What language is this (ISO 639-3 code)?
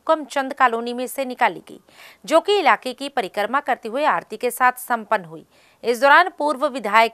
hin